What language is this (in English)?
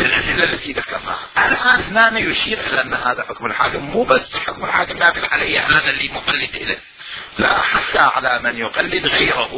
Mesopotamian Arabic